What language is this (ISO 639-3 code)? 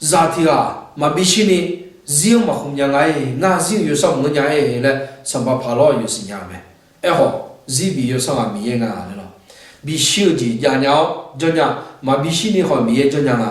ahk